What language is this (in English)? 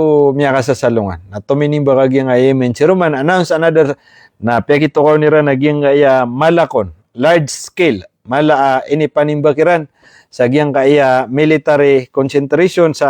Maranao